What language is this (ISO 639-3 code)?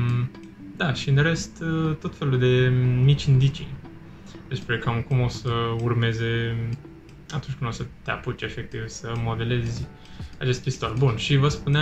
ron